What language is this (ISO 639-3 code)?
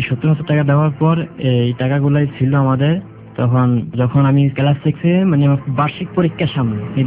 ben